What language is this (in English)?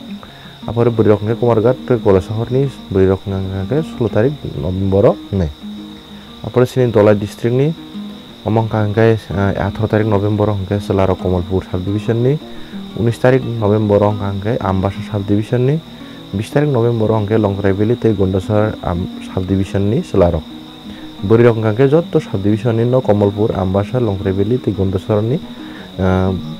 Kok Borok